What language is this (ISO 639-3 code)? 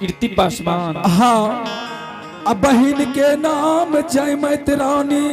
anp